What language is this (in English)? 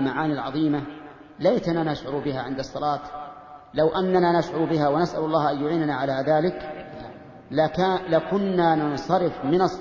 Arabic